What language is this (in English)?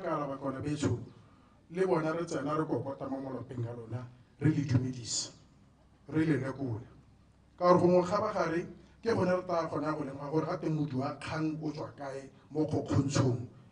Tswana